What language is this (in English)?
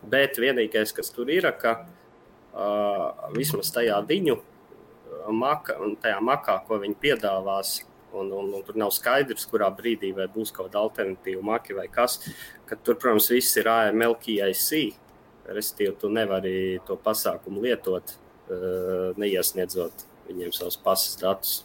Latvian